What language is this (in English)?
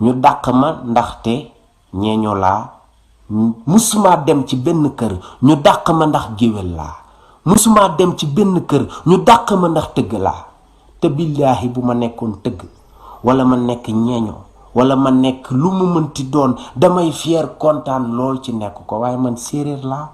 Wolof